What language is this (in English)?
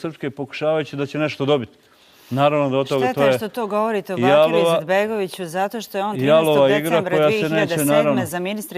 Bosnian